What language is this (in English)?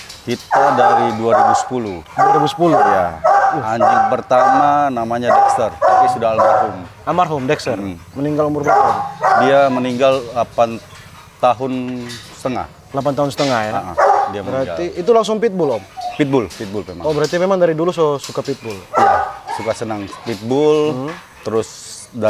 Manado Malay